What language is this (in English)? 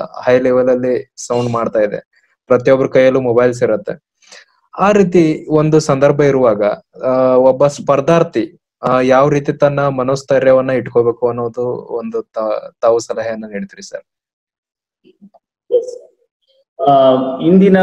Kannada